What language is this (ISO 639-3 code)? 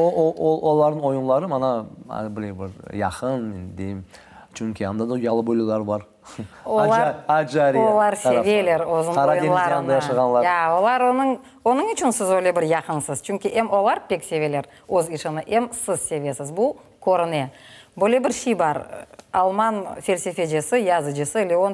crh